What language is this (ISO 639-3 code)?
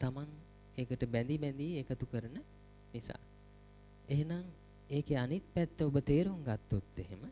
sin